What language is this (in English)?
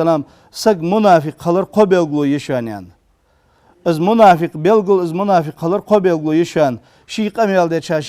Ingush